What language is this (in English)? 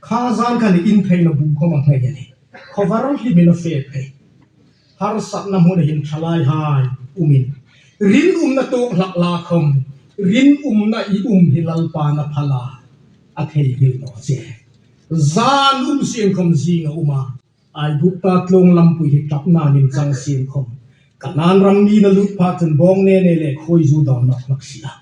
Hmar